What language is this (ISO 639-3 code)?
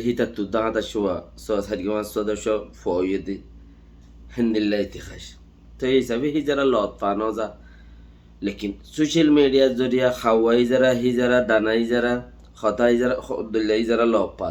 rhg